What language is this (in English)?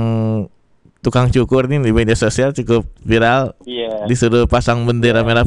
Indonesian